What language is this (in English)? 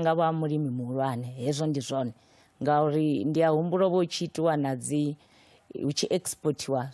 Venda